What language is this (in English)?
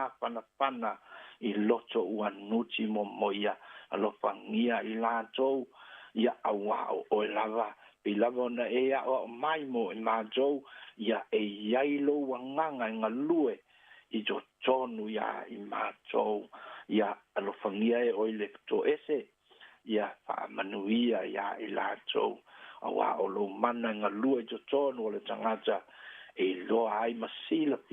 Samoan